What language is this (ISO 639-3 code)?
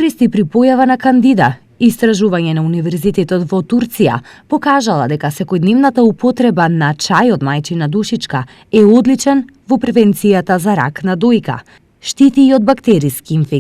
mkd